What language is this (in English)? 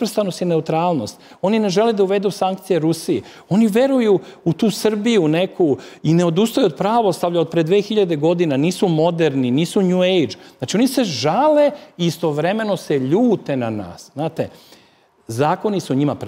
Serbian